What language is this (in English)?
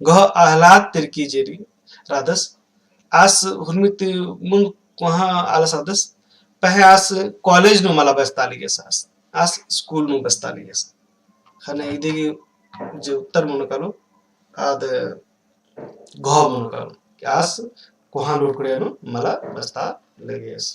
Kurukh